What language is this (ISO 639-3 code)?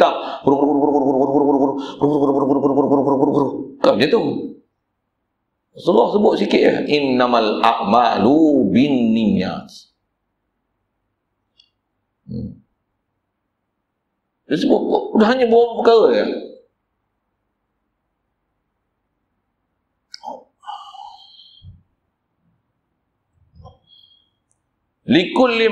msa